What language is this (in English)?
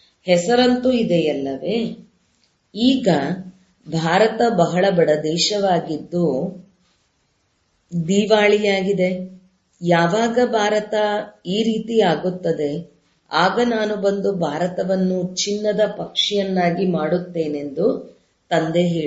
Kannada